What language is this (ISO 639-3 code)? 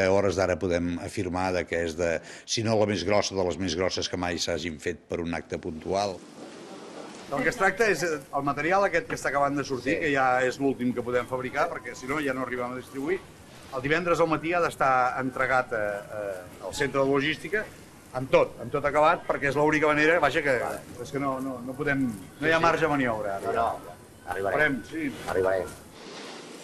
cat